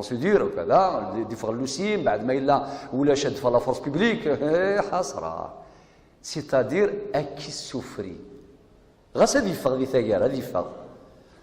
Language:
Kabyle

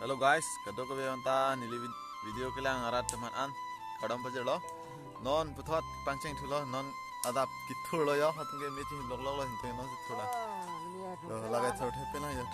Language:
Karbi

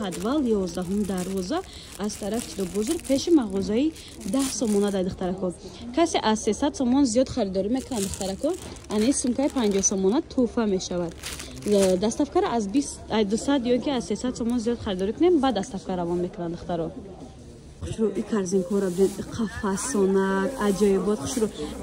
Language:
Tajik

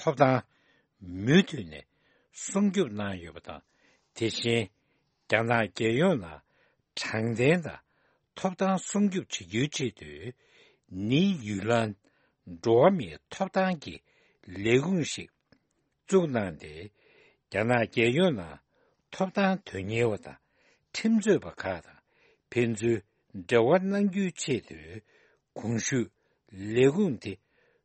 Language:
Tibetan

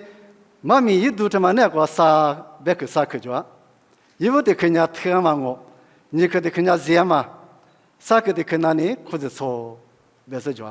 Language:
Lisu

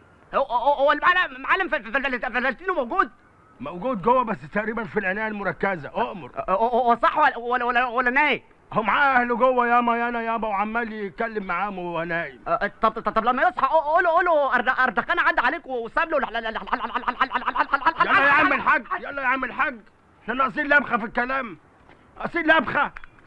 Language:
Egyptian Arabic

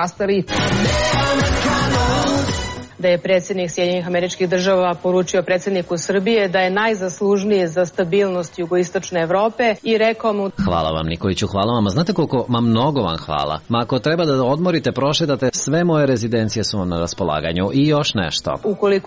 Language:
Serbian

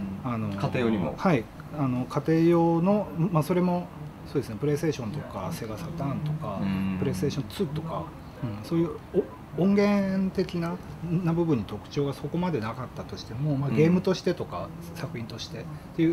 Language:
Japanese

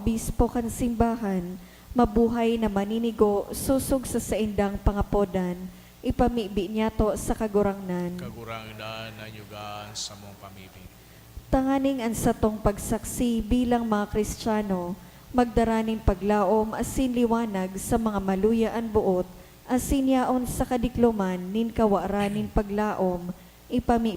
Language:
Bikol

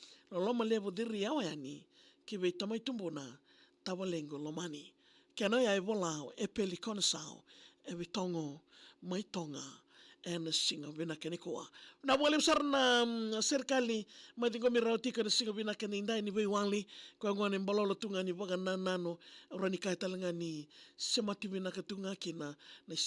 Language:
Fijian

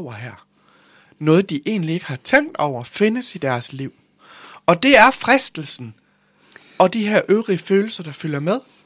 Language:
Danish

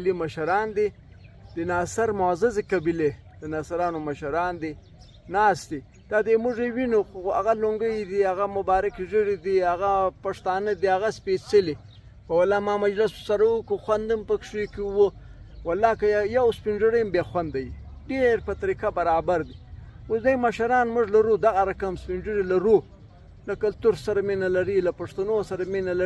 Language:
Pashto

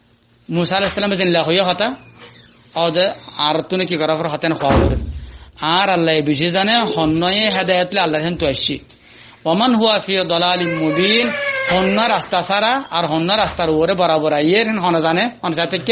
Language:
Rohingya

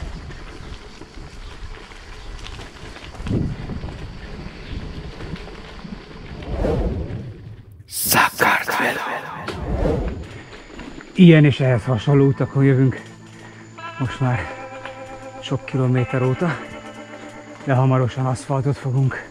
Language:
Hungarian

